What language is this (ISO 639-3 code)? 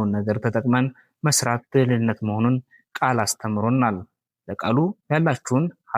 amh